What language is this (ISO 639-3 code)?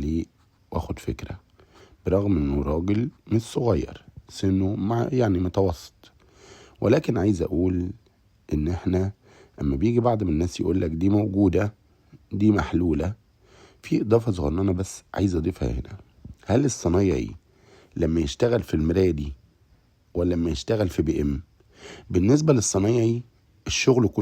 arz